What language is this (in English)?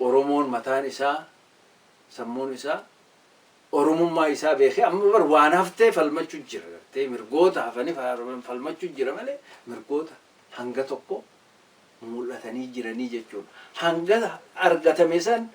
Oromo